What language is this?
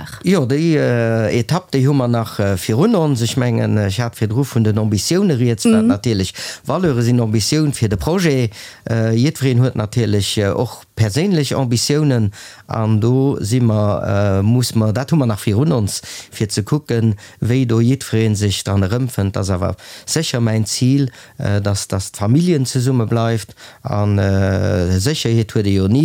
Luxembourgish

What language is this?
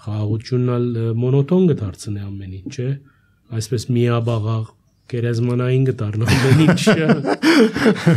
Armenian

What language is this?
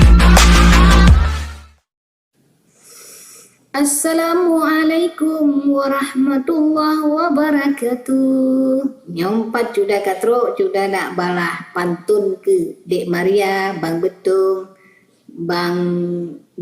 Achinese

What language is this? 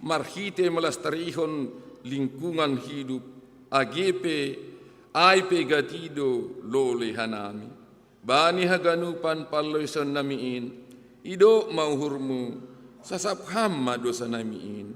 Batak Simalungun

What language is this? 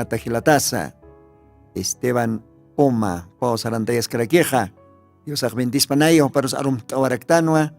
Aymara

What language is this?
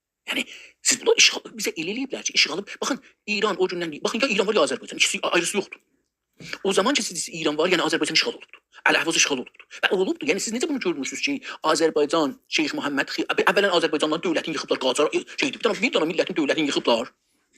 South Azerbaijani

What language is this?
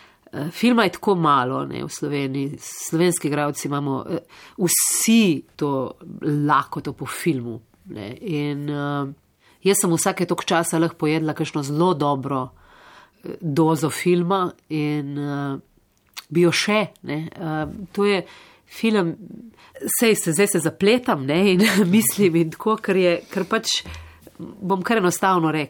Slovenian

